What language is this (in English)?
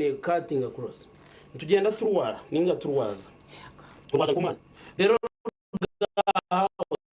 Nyankole